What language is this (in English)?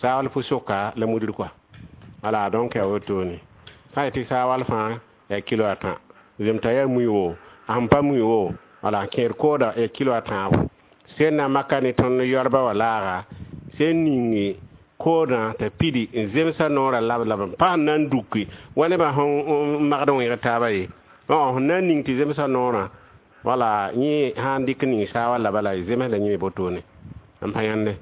Mossi